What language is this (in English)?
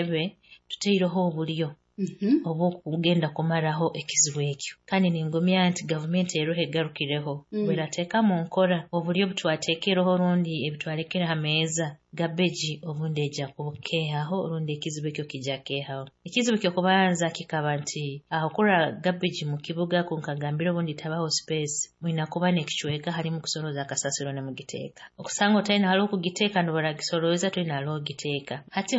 Nyoro